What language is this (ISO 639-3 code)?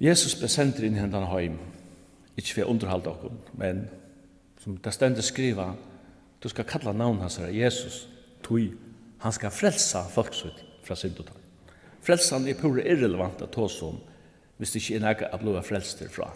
fao